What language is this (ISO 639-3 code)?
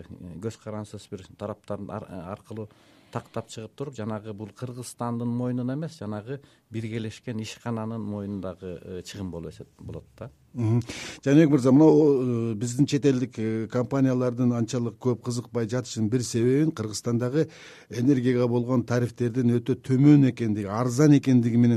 kir